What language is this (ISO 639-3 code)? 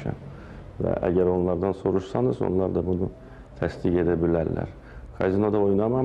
aze